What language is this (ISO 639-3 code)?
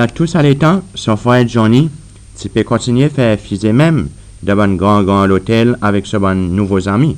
crs